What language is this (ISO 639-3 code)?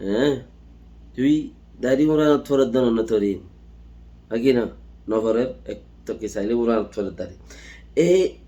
rhg